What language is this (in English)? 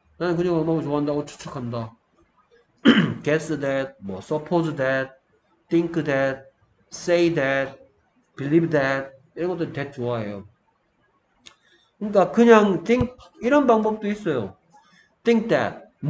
Korean